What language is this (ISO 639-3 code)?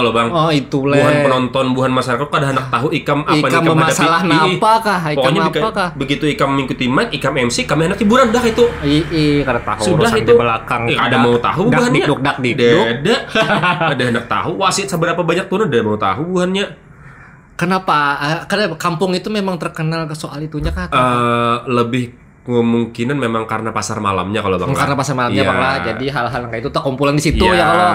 bjn